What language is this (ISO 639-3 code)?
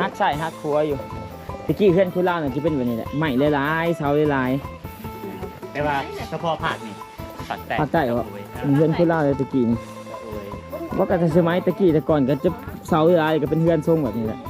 lao